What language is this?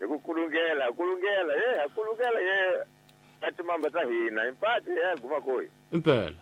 Tsonga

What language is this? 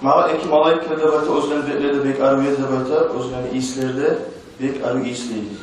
Kumyk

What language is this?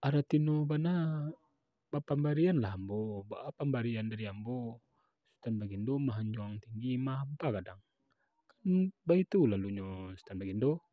Minangkabau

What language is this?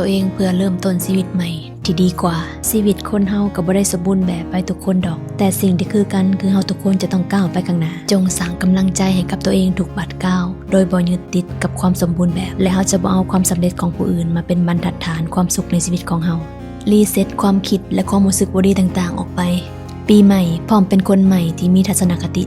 Lao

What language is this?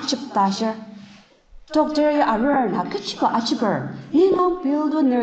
Ao Naga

